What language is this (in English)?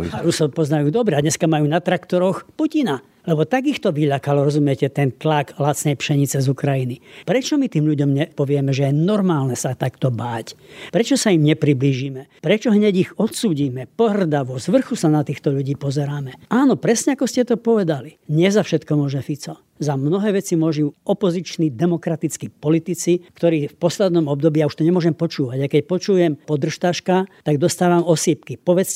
Slovak